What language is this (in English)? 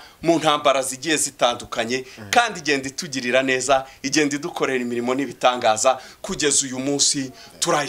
Kinyarwanda